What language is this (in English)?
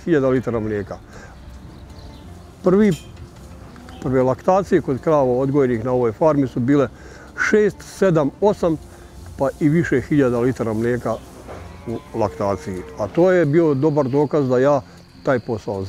Bosnian